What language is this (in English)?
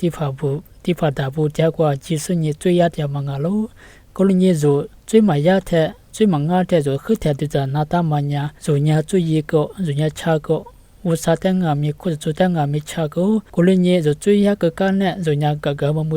Lisu